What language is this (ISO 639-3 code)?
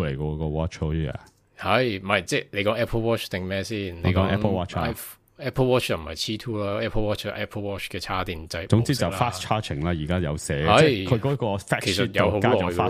yue